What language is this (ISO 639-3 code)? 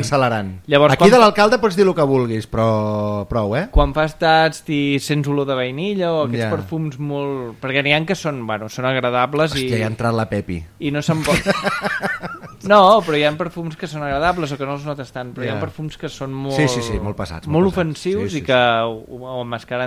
cat